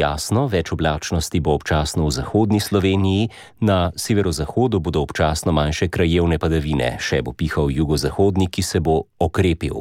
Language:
Slovenian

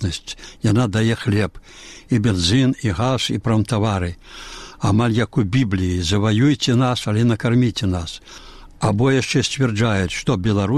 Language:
Belarusian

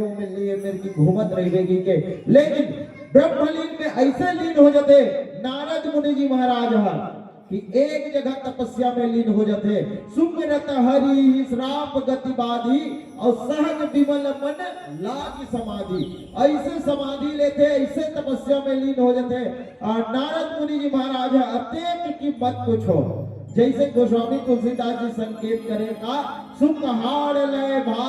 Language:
Chhattisgarhi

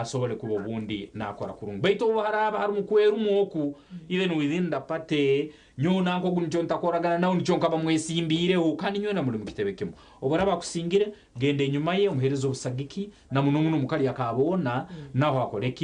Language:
Nyankole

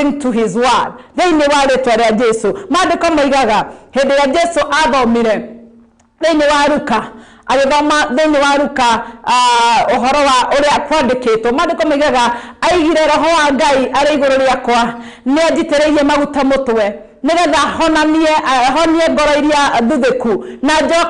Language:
Kikuyu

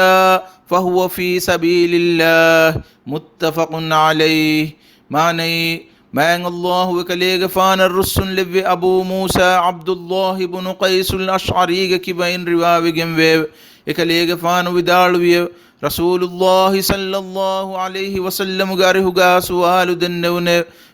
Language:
Divehi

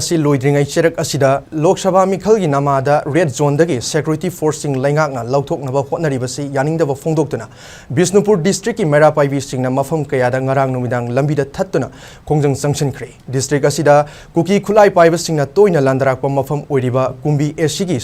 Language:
Manipuri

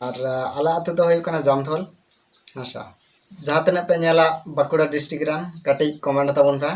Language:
Santali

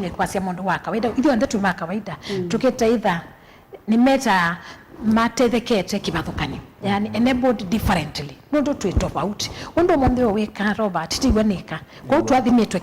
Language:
Kamba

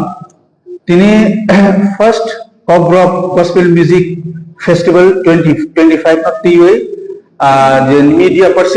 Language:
Kok Borok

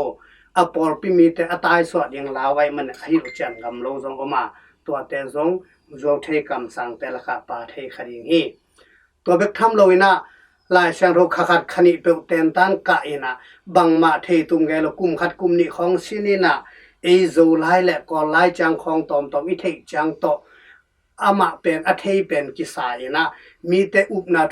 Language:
Tedim Chin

